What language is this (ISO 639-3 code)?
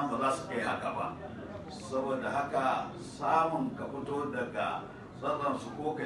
hau